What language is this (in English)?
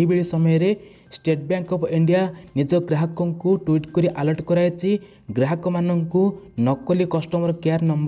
Odia